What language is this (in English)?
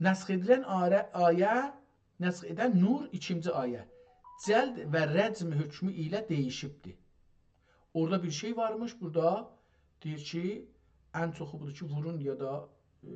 South Azerbaijani